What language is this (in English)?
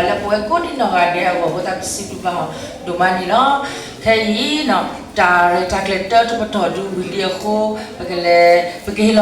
S'gaw Karen